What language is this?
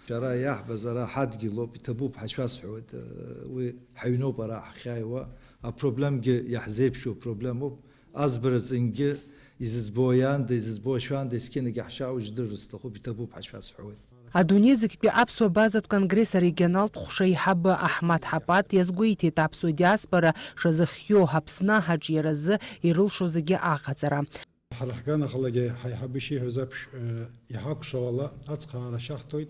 Abkhazian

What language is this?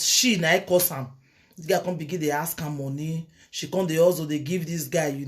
Nigerian Pidgin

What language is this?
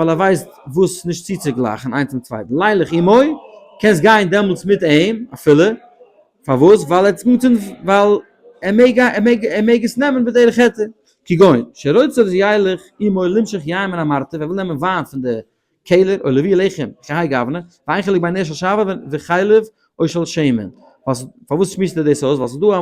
Yiddish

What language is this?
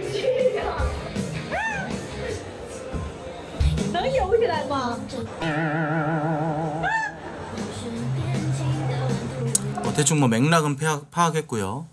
Korean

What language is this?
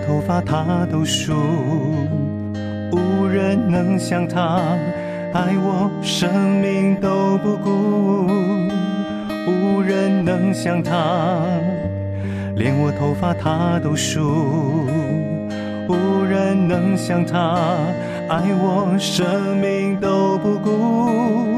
Chinese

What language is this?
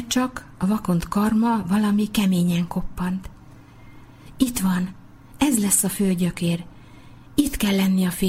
Hungarian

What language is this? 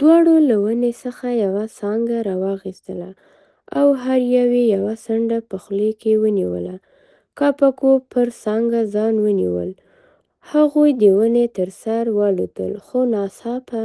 Pashto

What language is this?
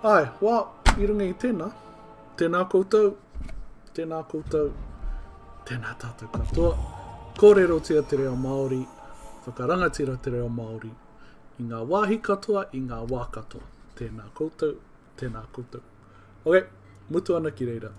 Māori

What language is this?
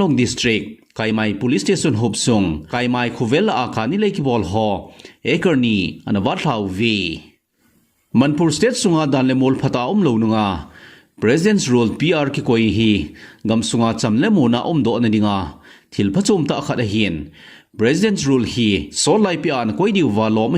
Thado Chin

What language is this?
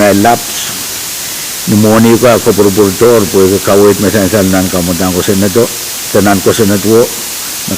Pohnpeian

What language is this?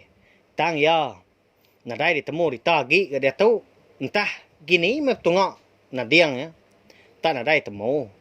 Iban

